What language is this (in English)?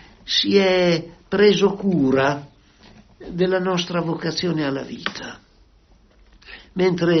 Italian